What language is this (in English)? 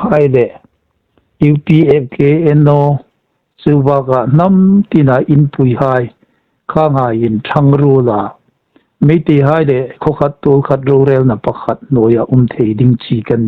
Hmar